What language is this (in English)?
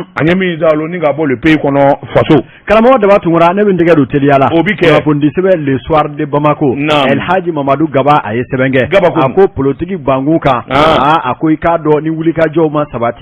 Bambara